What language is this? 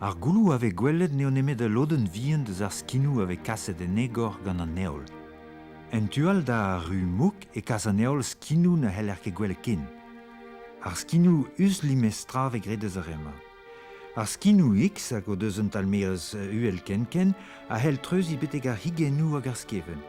Breton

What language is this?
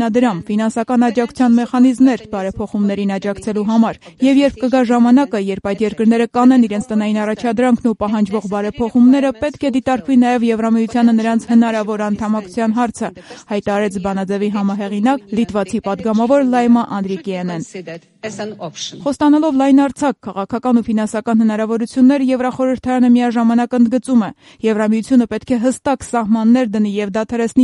Armenian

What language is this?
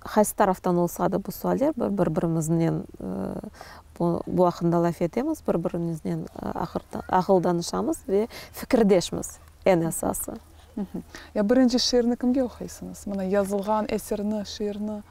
Crimean Tatar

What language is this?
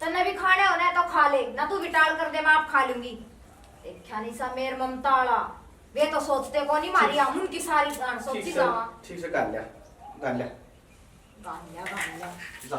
Haryanvi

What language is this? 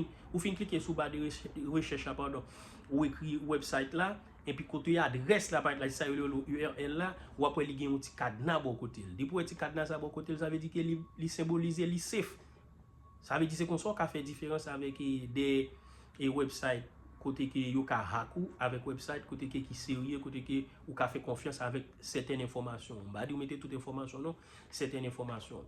Haitian Creole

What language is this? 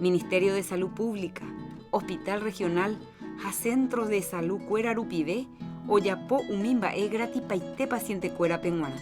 Guarani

